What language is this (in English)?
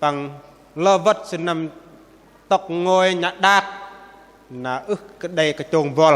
Bahnar